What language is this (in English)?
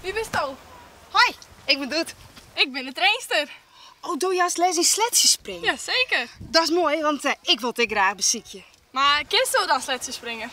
Western Frisian